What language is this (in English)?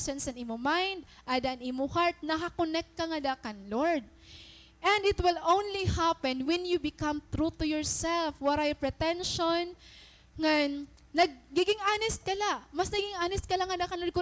Waray